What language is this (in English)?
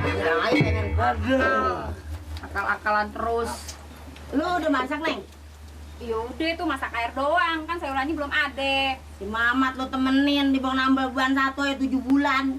Betawi